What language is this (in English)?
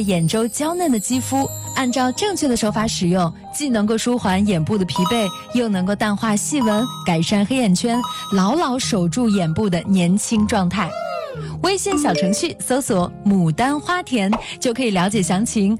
Chinese